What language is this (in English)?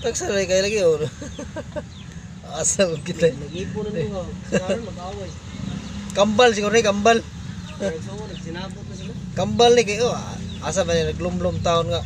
Cebuano